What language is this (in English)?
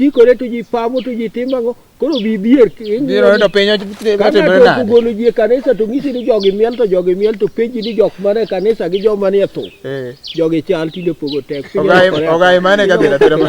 Luo (Kenya and Tanzania)